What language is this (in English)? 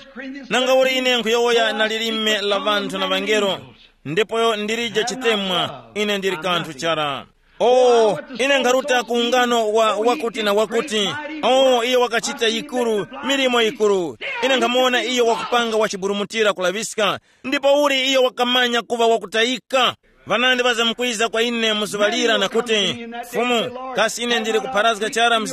Tumbuka